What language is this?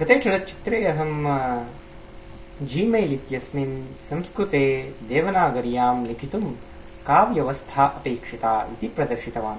Sanskrit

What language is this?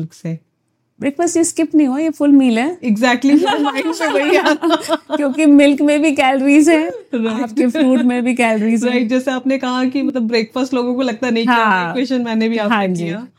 Hindi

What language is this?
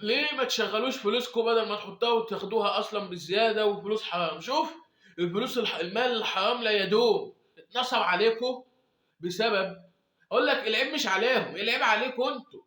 Egyptian Arabic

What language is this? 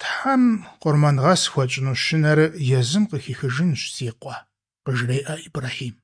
Kabardian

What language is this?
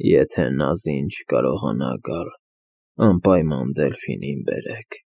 Armenian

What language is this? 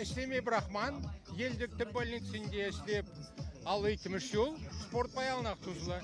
Chuvash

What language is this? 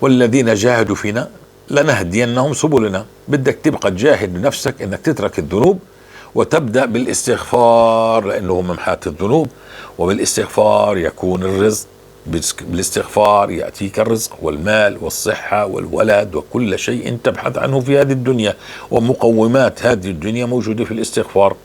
North Levantine Arabic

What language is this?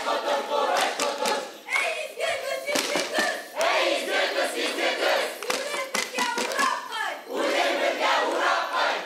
Bashkir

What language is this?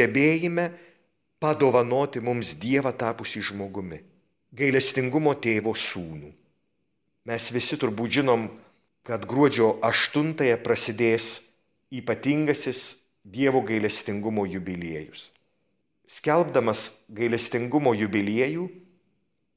Lithuanian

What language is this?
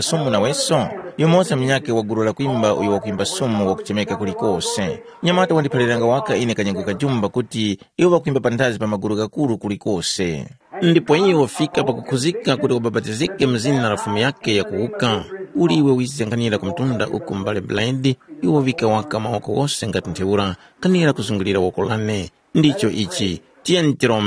Tumbuka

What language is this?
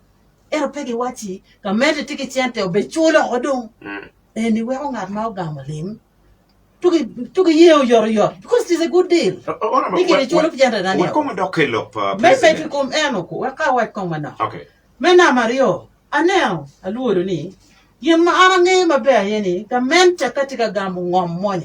Acoli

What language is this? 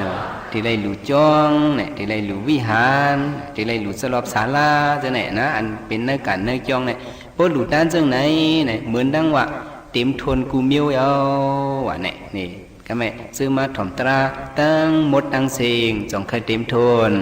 Shan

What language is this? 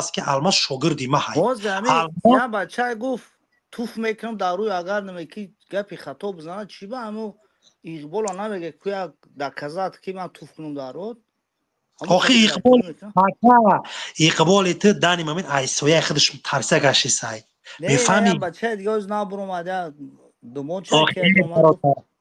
Tajik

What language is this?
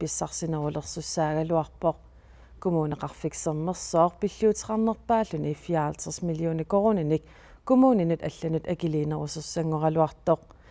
Kalaallisut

